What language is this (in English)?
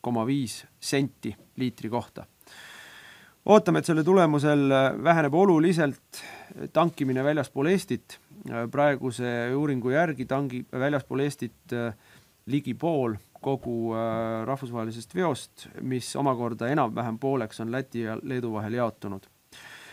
Estonian